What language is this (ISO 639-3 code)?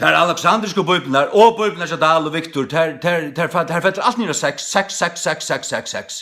fao